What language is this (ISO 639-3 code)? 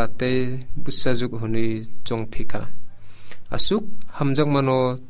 trp